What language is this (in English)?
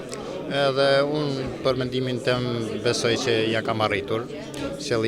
Albanian